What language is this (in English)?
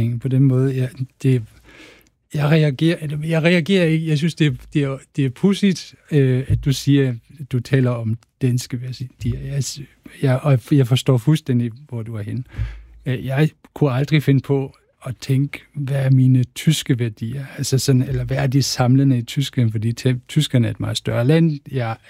Danish